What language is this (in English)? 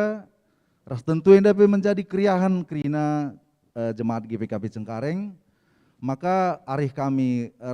Batak Karo